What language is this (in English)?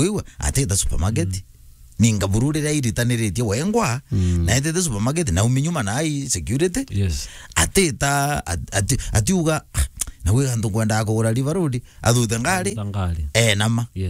Meru